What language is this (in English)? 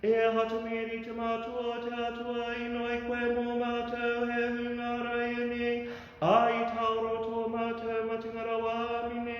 Māori